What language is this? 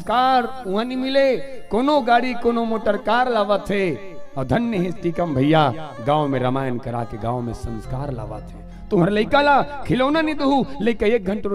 Chhattisgarhi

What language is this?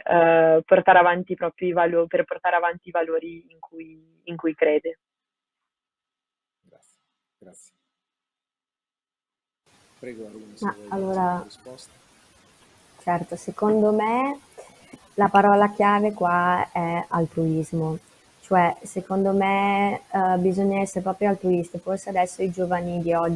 Italian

